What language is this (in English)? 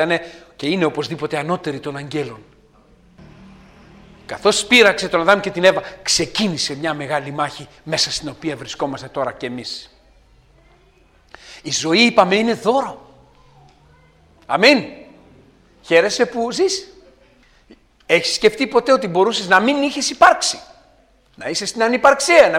Greek